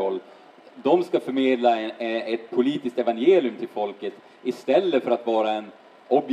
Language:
Swedish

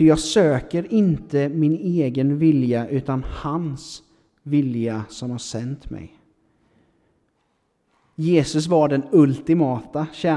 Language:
Swedish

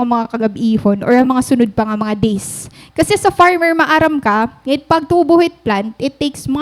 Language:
Waray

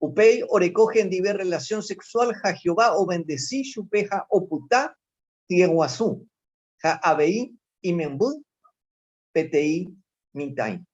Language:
Guarani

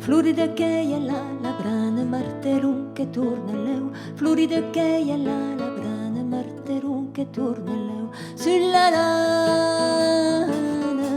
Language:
Occitan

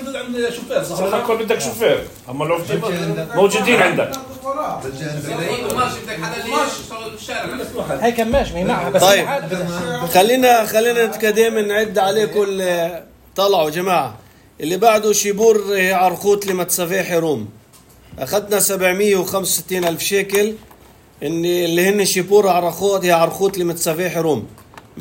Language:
North Levantine Arabic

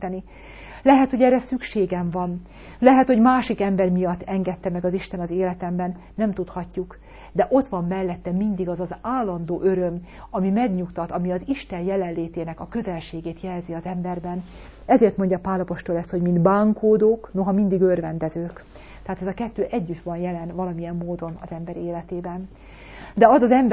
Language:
Hungarian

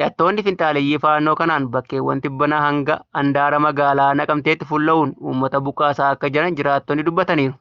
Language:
Oromo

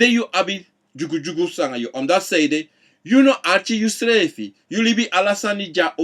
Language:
Sranan Tongo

